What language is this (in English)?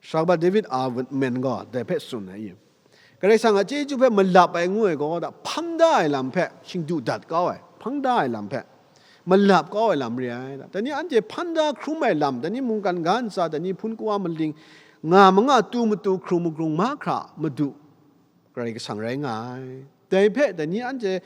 Kachin